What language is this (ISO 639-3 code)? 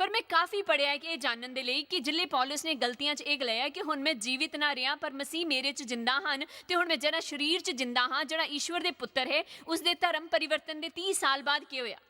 doi